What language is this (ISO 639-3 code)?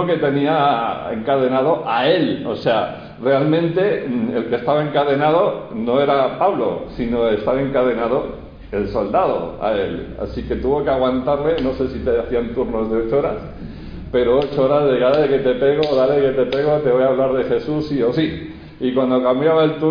spa